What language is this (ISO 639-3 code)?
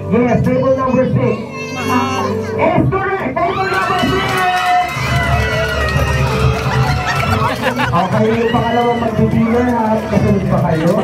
fil